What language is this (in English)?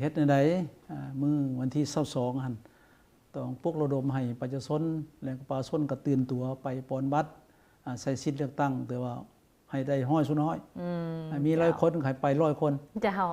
Lao